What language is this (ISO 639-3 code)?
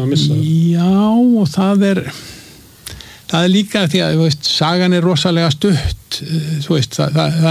isl